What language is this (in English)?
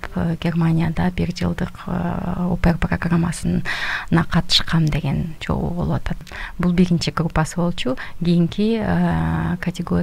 Kyrgyz